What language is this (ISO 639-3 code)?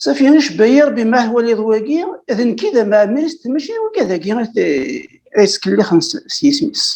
kab